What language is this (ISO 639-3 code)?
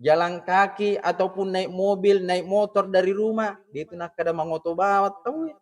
bug